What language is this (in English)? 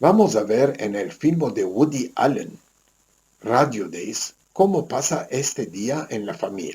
Ladino